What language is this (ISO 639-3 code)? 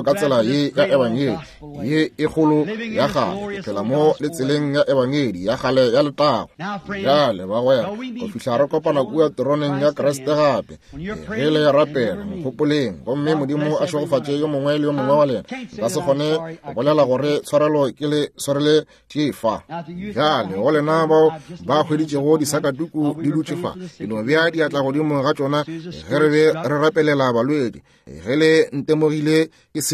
nso